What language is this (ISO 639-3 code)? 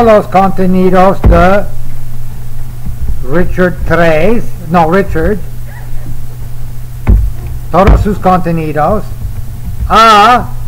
spa